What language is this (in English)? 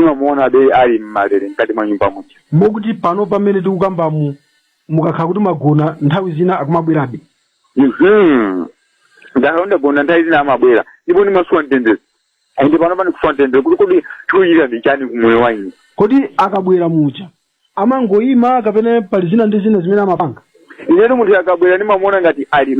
Nyanja